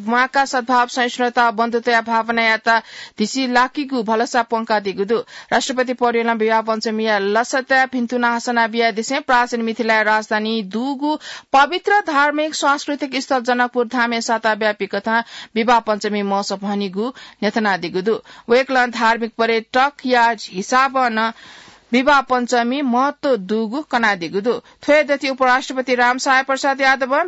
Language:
Newari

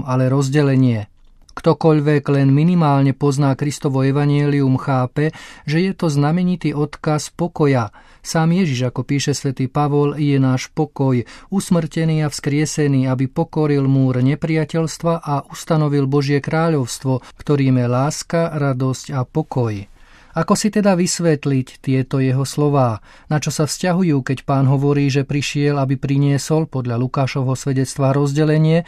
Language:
Slovak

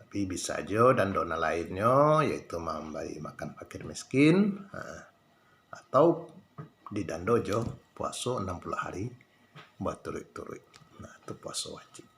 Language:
Minangkabau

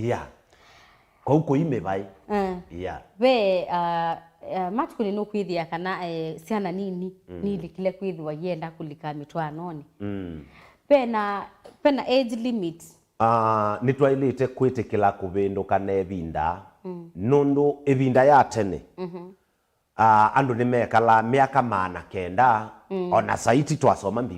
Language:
Kamba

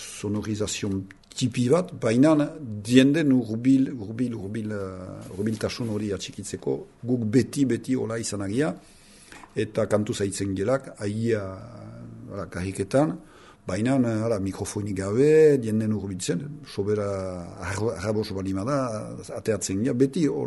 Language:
Basque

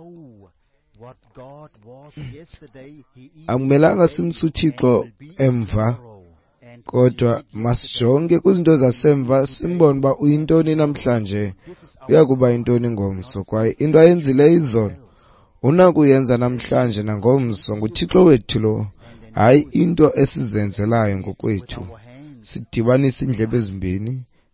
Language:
Xhosa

